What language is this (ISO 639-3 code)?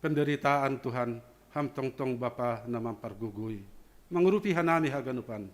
bts